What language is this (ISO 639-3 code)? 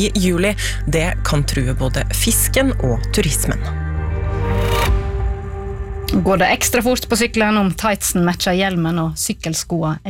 nor